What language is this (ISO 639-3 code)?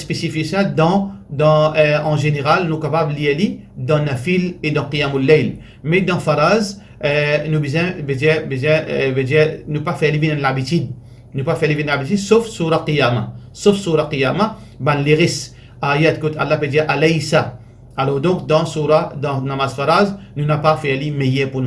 mfe